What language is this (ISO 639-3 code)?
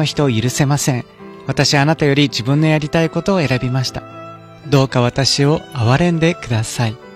jpn